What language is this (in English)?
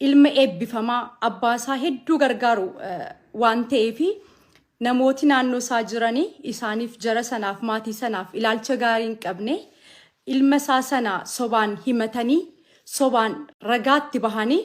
Oromo